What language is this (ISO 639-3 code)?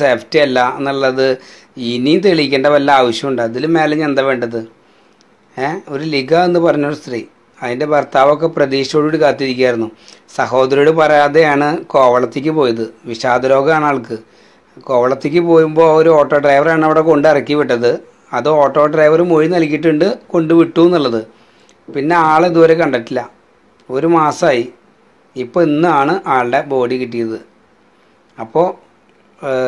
mal